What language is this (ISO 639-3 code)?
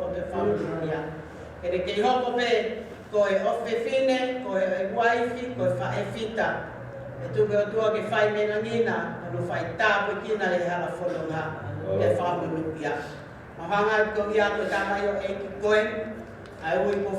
ton